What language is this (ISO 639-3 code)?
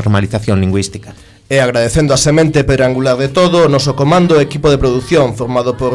glg